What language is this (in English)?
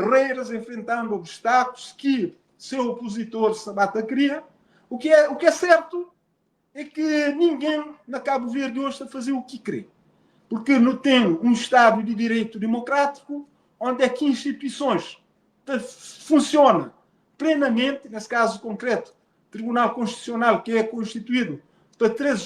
Kabuverdianu